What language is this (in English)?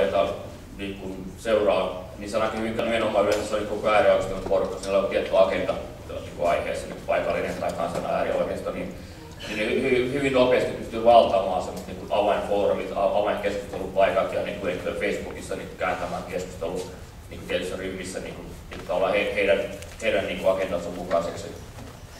Finnish